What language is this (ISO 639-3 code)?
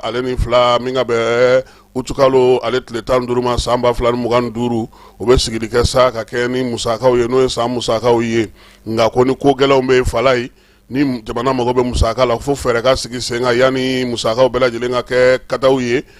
bam